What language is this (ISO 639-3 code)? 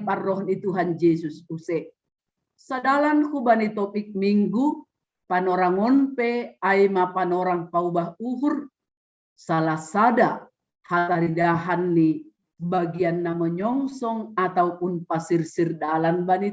bts